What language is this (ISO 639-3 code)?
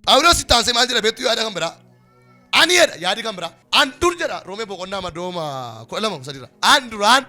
orm